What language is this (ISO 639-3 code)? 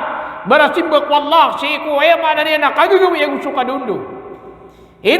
mrw